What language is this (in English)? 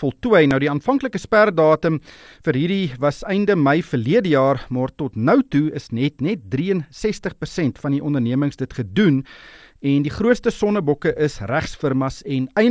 Afrikaans